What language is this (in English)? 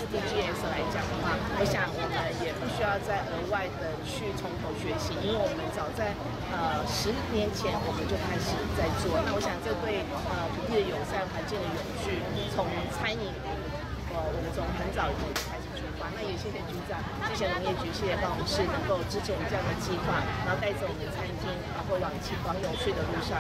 Chinese